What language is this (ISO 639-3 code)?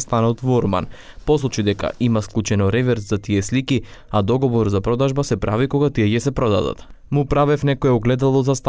mkd